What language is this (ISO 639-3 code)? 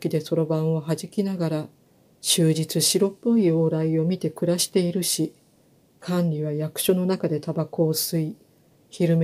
jpn